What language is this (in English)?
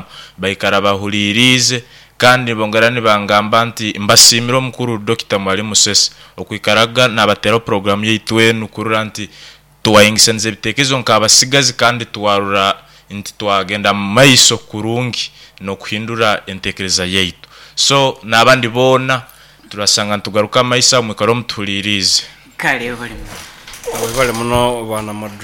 Nyoro